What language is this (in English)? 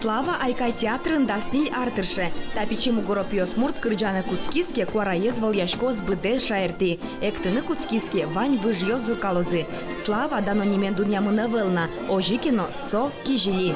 Udmurt